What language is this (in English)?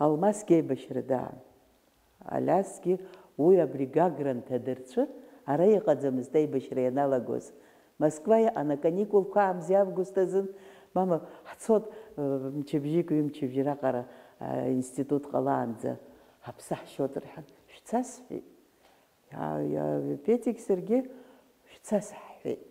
Abkhazian